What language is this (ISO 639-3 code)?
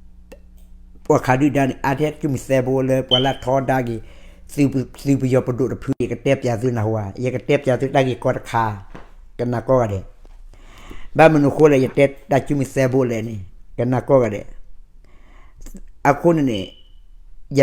ksw